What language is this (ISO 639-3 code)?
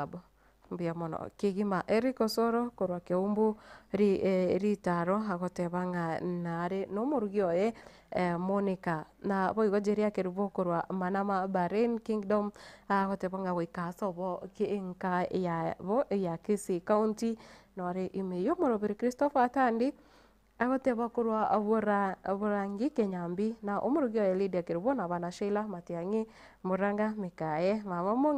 guz